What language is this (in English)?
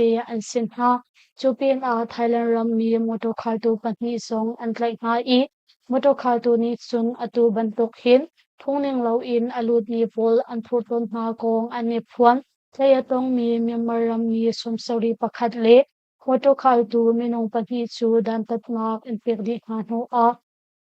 Hakha Chin